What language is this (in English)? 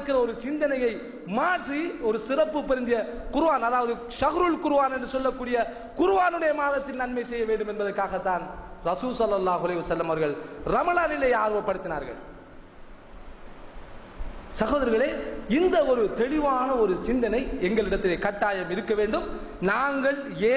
Tamil